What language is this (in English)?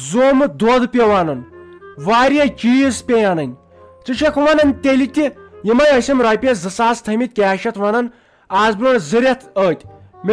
Kashmiri